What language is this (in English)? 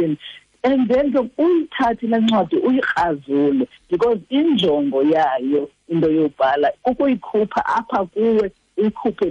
Xhosa